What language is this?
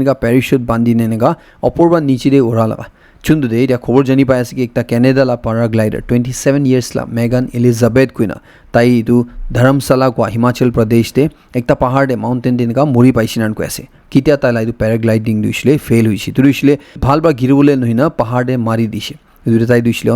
Naga Pidgin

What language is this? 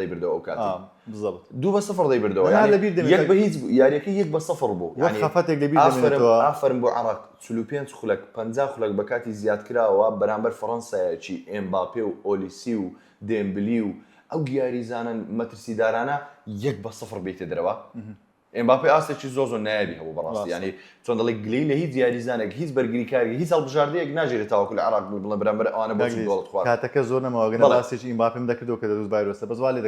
Central Kurdish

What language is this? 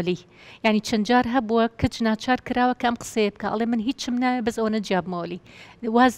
Central Kurdish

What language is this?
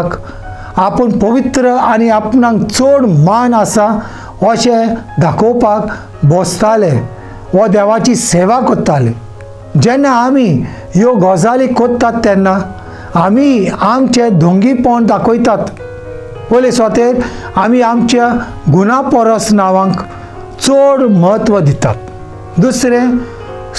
Konkani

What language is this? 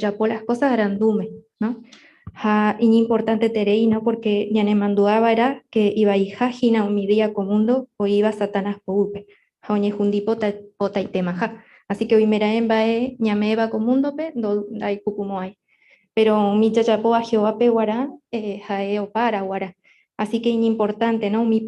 Guarani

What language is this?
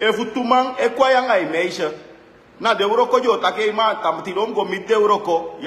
Sranan Tongo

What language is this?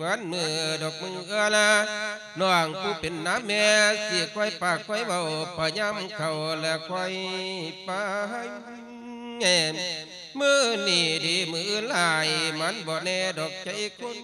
Lao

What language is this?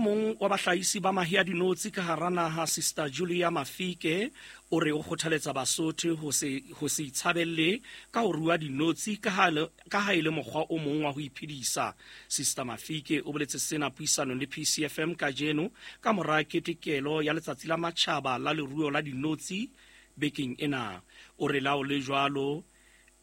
Southern Sotho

